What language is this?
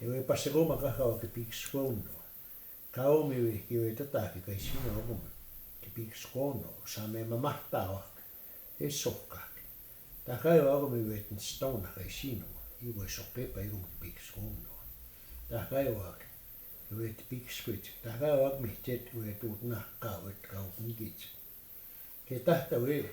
Plains Cree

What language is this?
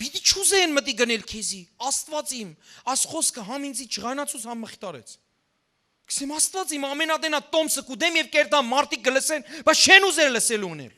Western Armenian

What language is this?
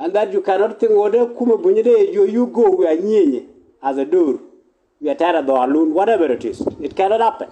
Nuer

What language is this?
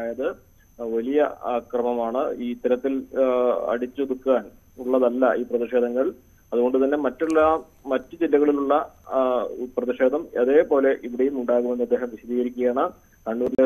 Malayalam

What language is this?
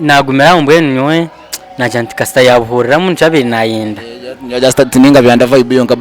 Nyankole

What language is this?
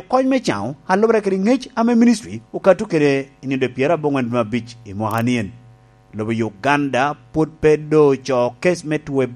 Lango (Uganda)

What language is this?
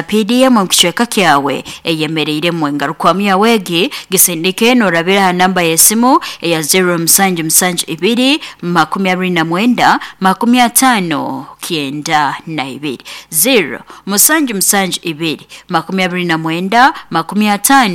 Nyoro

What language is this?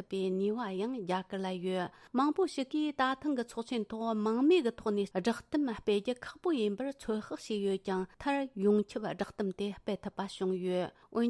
Tibetan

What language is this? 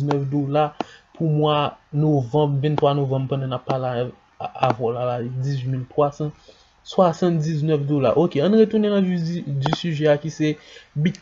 Haitian Creole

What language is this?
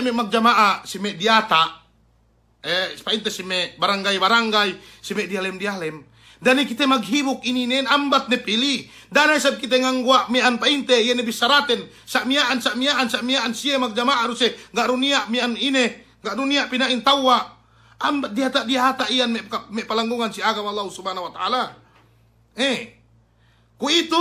Yakan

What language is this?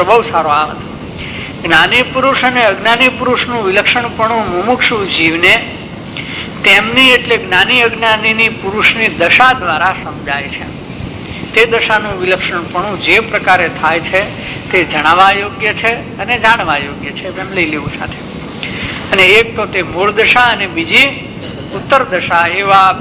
Gujarati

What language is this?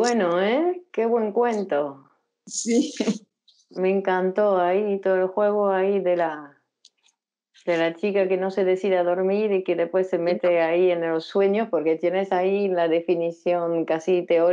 Spanish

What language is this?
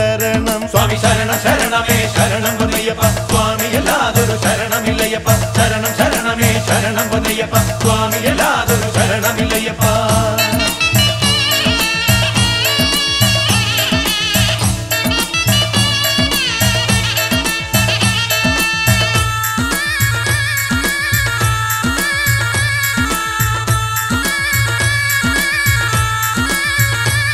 Malayalam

